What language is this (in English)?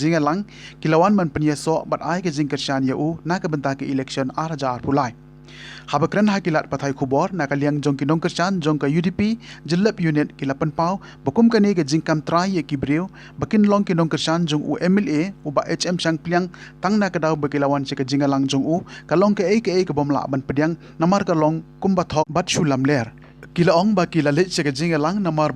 Khasi